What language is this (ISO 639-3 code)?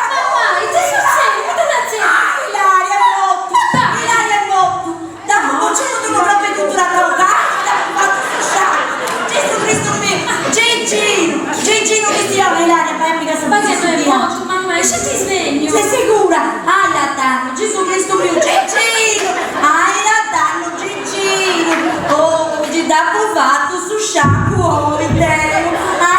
srd